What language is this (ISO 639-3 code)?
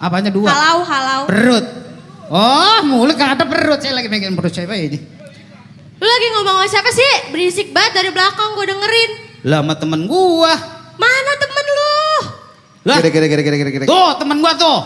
bew